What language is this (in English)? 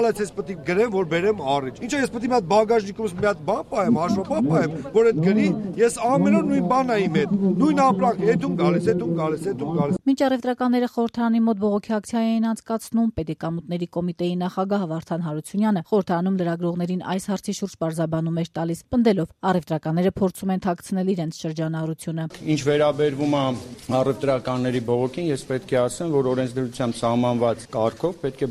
Armenian